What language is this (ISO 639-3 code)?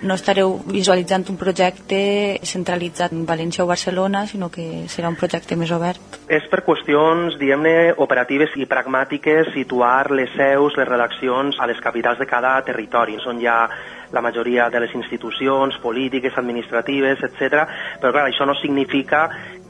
cat